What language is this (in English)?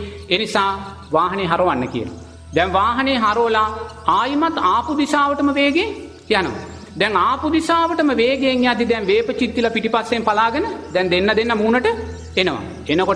Sinhala